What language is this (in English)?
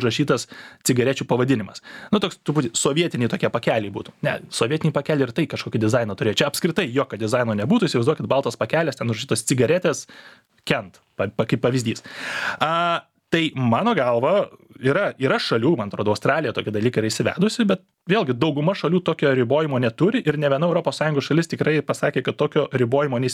Lithuanian